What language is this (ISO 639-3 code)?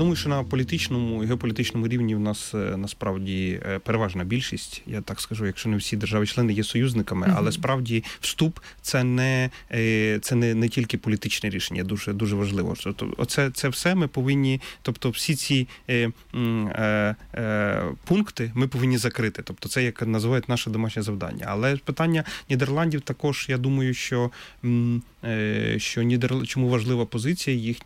ukr